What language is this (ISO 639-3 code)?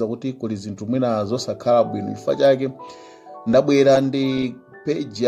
nya